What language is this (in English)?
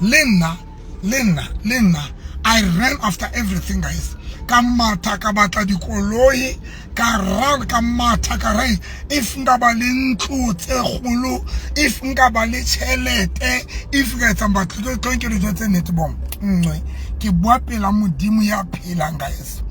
Southern Sotho